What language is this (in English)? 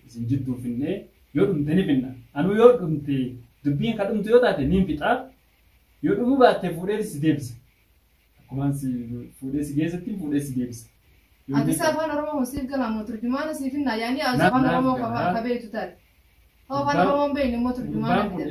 Oromo